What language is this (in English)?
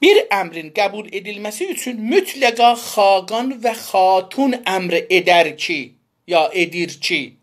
South Azerbaijani